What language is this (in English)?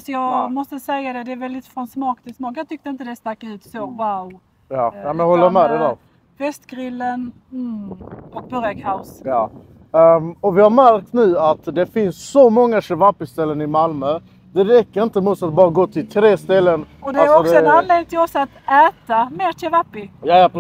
Swedish